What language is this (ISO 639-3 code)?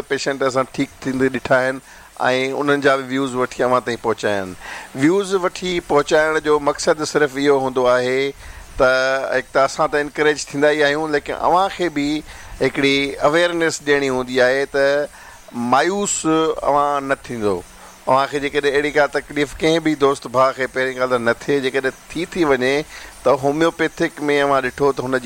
snd